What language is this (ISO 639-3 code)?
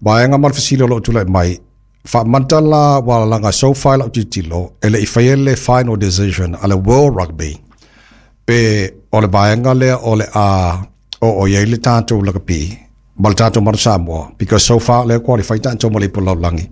smo